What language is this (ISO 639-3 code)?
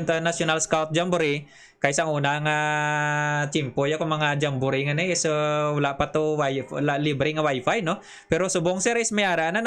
hil